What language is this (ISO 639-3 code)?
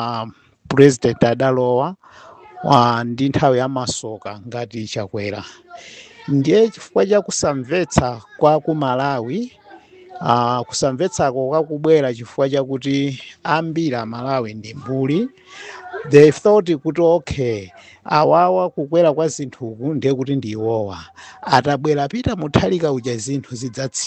nya